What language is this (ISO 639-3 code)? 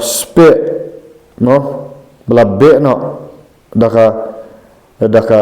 kha